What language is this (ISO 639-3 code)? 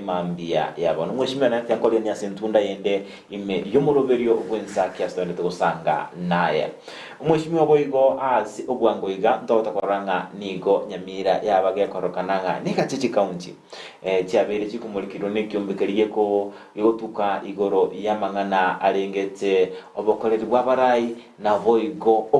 guz